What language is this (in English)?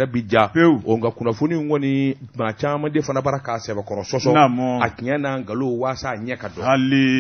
Bambara